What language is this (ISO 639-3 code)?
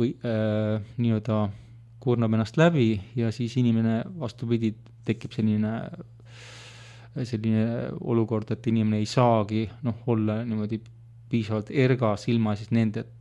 est